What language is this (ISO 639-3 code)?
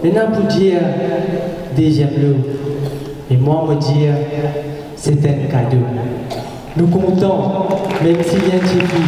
mfe